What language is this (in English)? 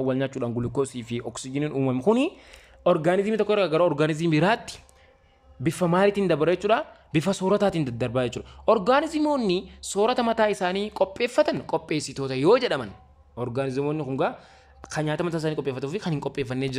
Oromo